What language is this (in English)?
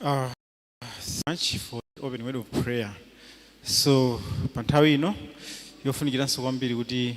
Nyanja